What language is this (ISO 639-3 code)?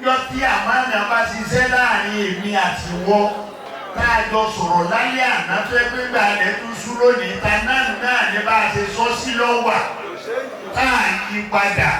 yor